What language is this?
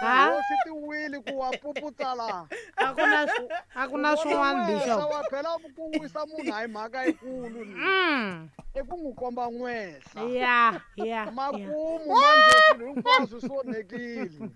Tsonga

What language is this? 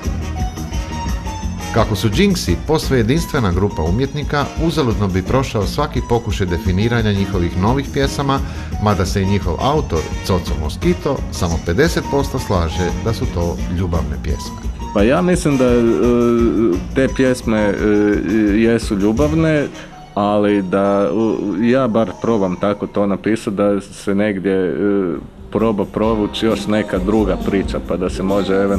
Croatian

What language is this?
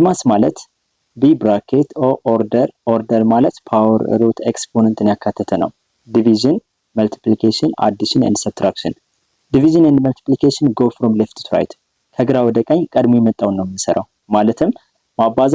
Amharic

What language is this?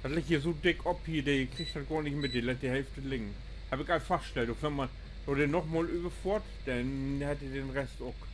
Low German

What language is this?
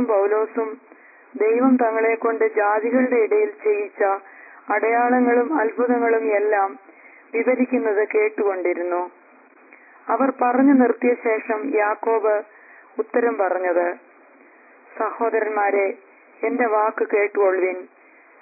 Malayalam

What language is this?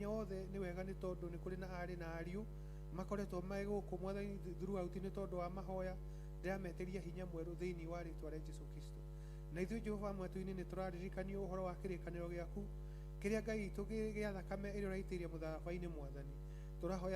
Kikuyu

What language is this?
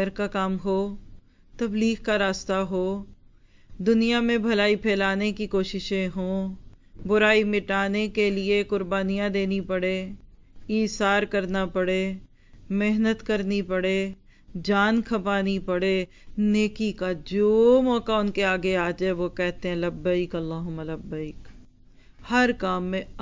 Urdu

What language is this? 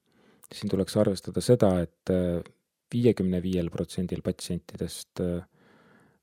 Estonian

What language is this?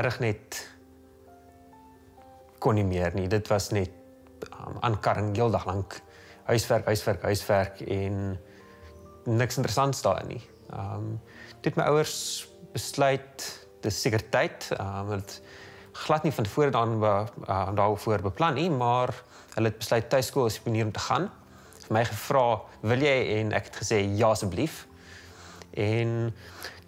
Afrikaans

